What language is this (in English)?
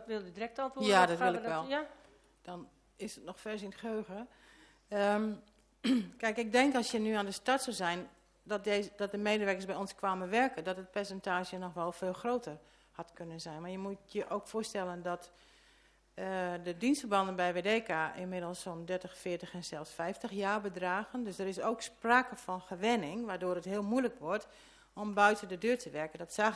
Dutch